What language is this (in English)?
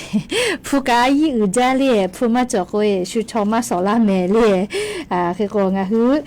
Lahu